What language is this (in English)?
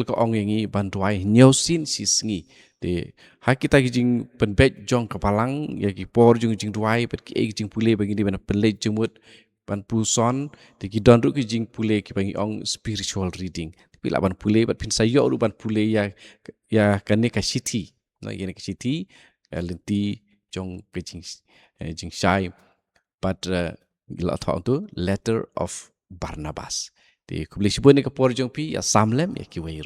Khasi